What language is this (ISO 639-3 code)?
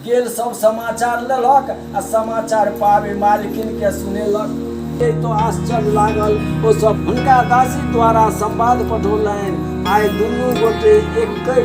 mai